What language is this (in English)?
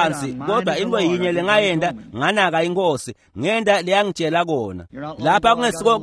Swati